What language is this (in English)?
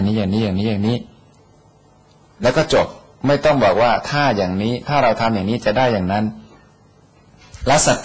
Thai